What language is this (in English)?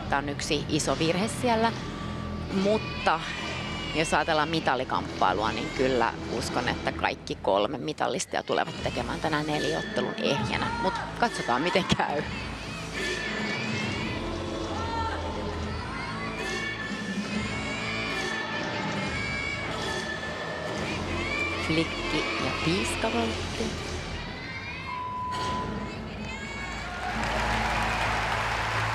Finnish